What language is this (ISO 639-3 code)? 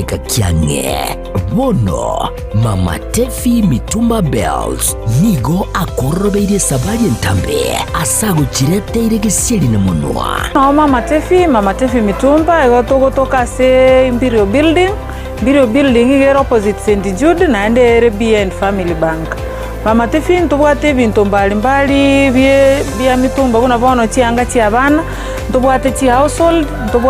guz